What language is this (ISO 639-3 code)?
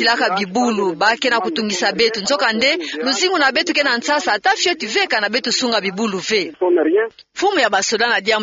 ktu